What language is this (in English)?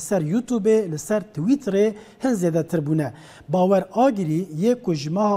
Kurdish